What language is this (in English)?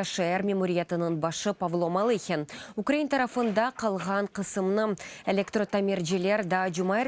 Crimean Tatar